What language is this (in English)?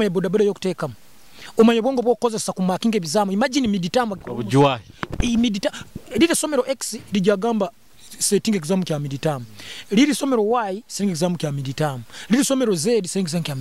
Nyoro